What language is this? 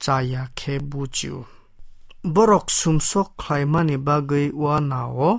Kok Borok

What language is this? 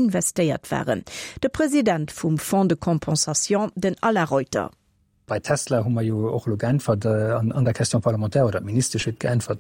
Luxembourgish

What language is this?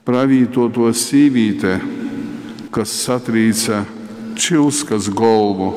Latgalian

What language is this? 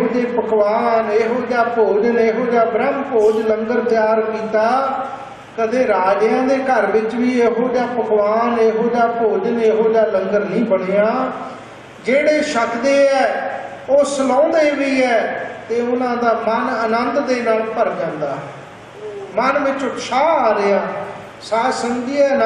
Punjabi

